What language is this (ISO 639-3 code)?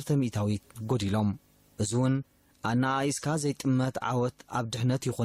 tir